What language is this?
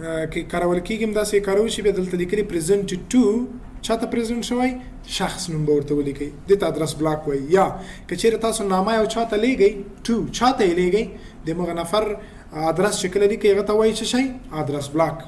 Pashto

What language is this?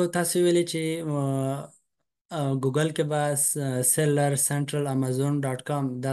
Pashto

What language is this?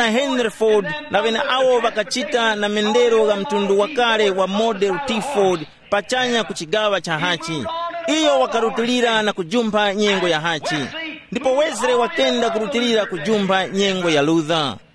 Tumbuka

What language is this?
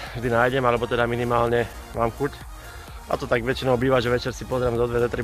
Slovak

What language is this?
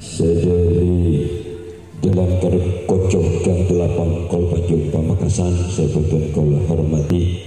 Madurese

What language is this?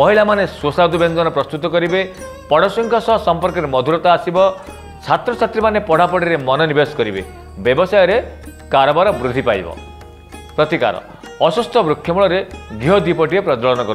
Odia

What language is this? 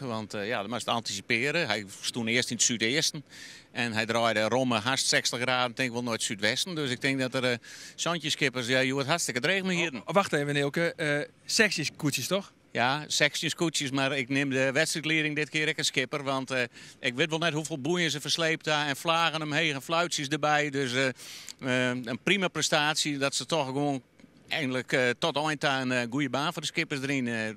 Western Frisian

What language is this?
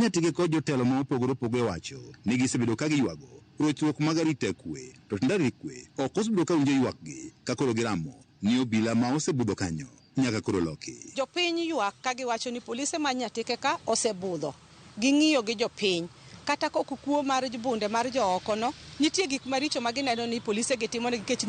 Luo (Kenya and Tanzania)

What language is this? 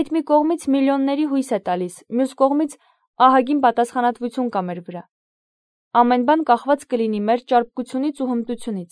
Armenian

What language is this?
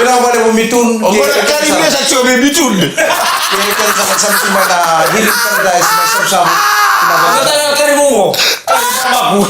Fijian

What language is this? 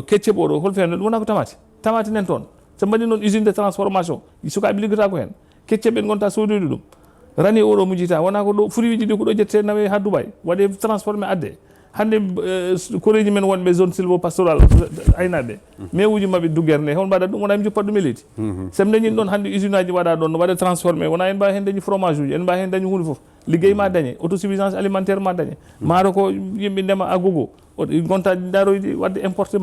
Fula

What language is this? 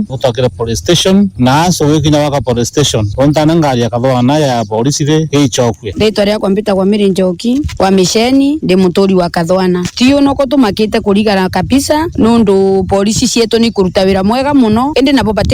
Meru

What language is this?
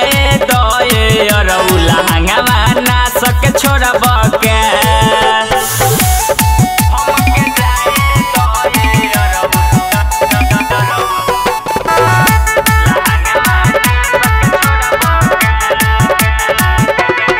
Bhojpuri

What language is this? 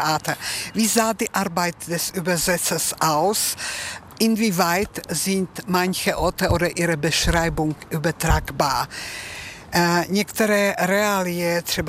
Czech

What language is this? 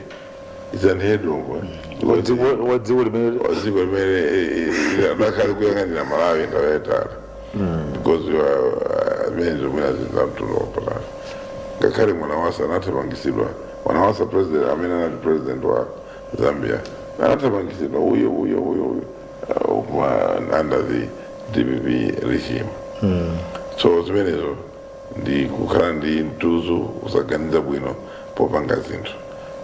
Nyanja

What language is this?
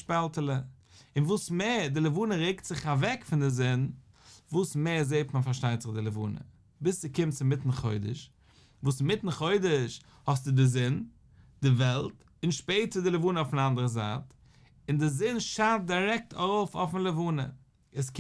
Yiddish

